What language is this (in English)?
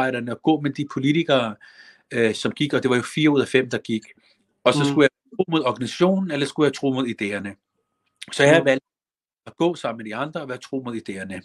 Danish